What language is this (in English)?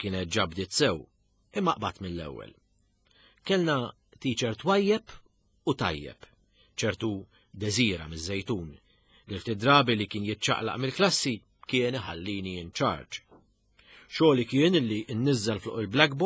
Maltese